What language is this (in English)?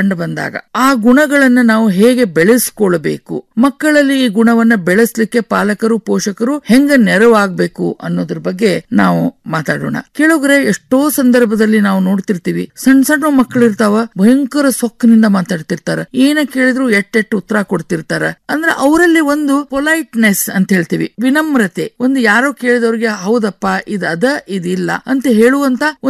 Kannada